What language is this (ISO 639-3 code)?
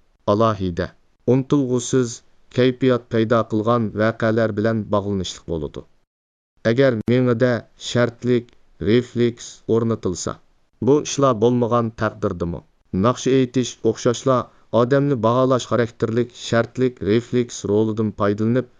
uig